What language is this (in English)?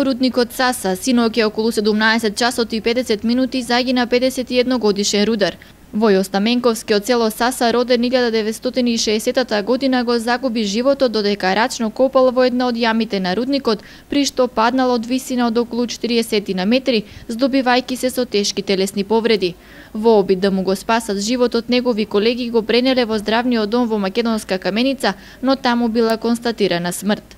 Macedonian